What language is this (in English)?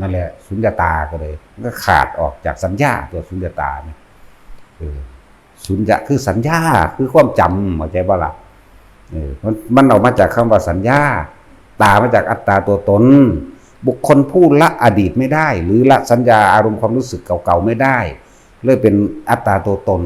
Northeastern Thai